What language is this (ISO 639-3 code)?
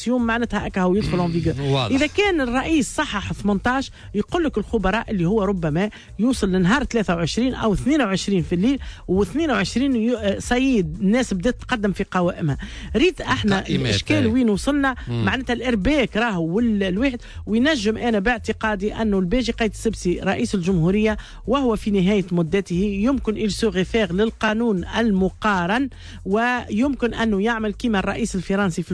aeb